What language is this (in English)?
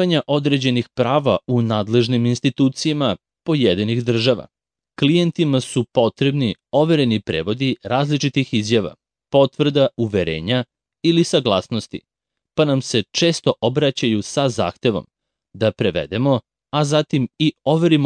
Serbian